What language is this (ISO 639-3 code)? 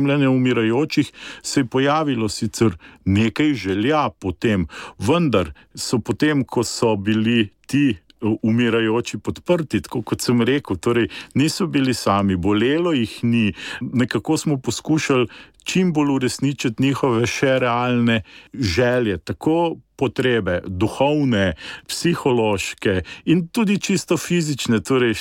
slv